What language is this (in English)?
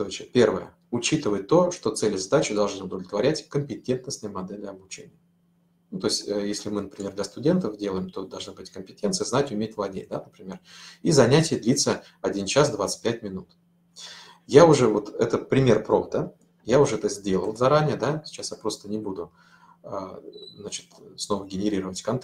Russian